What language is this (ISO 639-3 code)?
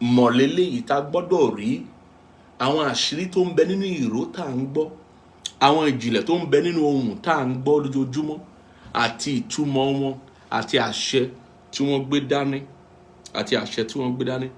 yor